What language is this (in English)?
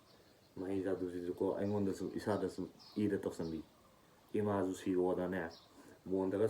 Manipuri